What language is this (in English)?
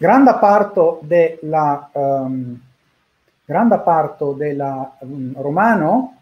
Esperanto